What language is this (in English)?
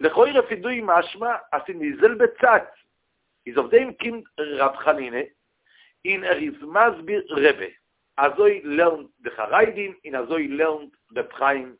Yiddish